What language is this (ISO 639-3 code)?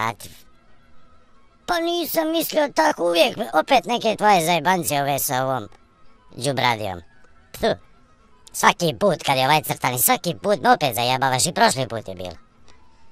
bos